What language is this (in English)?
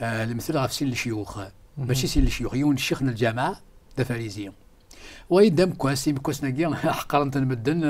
Kabyle